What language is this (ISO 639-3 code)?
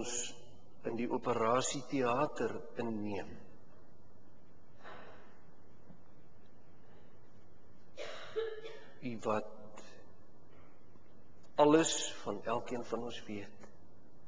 afr